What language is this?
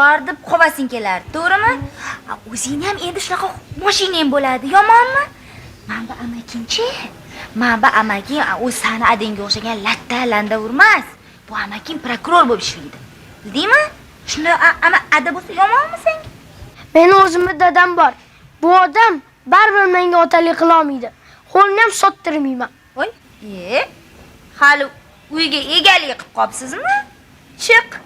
Uzbek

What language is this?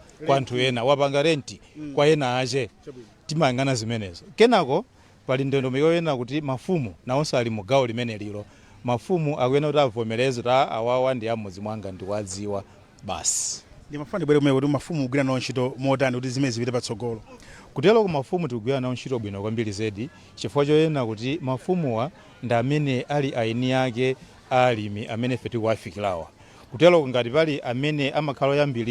Nyanja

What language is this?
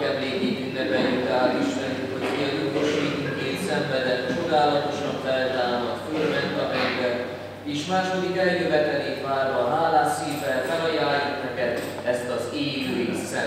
Hungarian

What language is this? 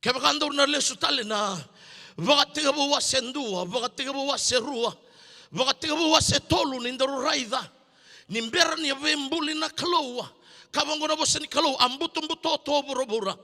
Fijian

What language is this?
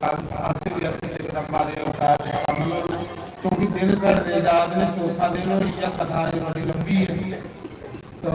Dogri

